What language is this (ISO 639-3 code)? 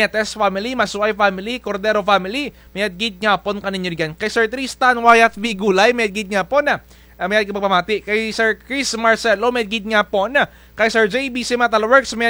krj